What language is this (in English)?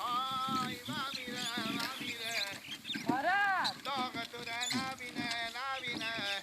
Persian